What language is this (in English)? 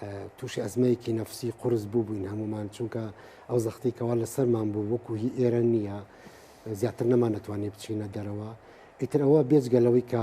Central Kurdish